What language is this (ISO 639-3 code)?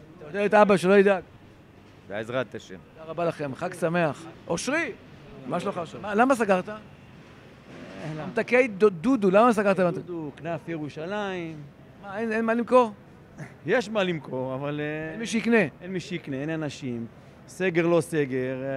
heb